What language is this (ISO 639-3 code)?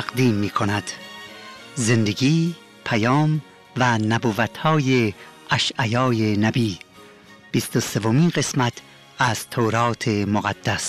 fas